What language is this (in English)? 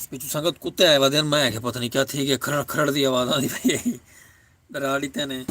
Saraiki